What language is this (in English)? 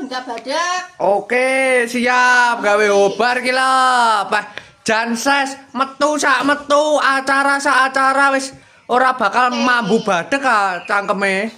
Javanese